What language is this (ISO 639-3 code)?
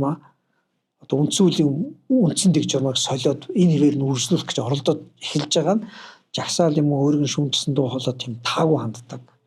mon